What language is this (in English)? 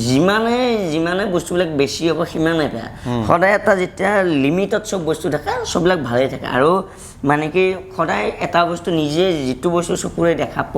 Assamese